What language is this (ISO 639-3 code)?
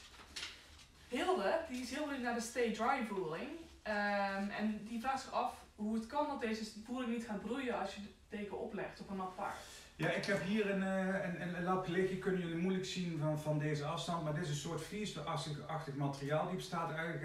nld